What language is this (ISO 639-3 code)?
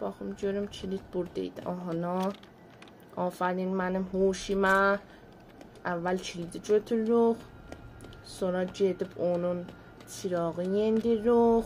azb